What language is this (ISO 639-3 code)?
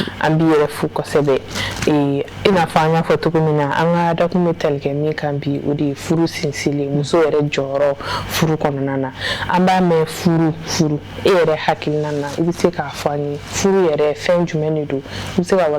bam